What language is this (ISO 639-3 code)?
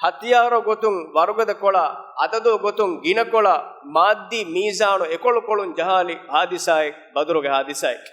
div